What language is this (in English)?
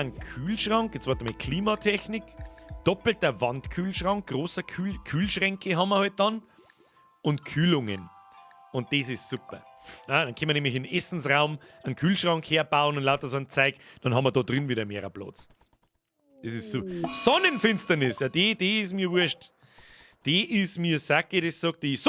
Bavarian